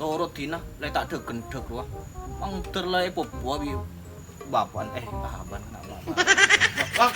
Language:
Madurese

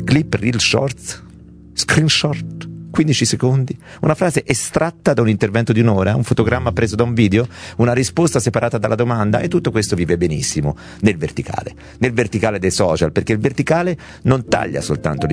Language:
Italian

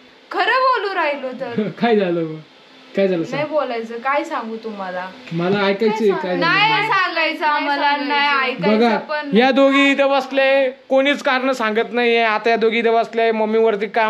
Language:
Marathi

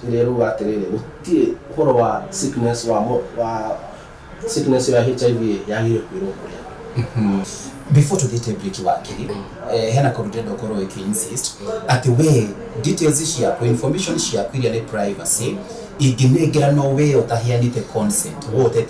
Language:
Kikuyu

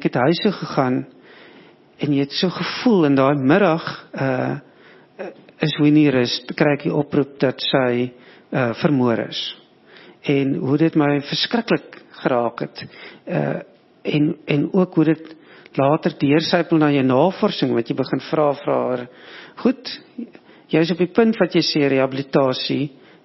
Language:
Afrikaans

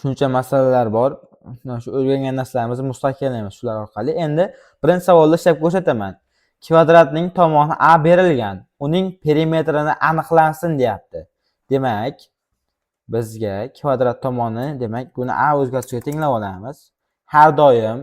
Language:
Uzbek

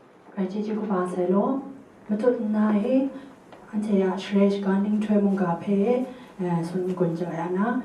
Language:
Kachin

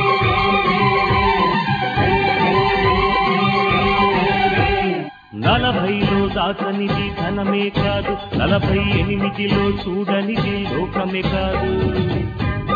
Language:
Telugu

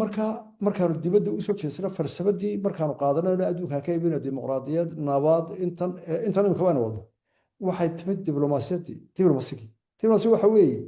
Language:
Somali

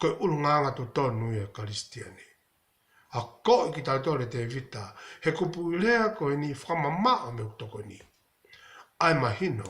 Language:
Tongan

